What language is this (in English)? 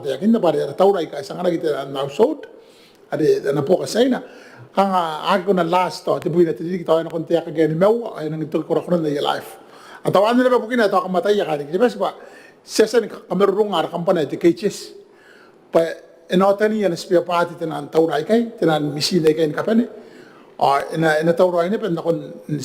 Gilbertese